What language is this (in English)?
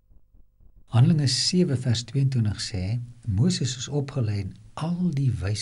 Afrikaans